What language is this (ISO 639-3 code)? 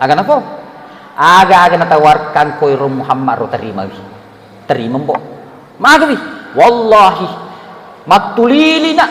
bug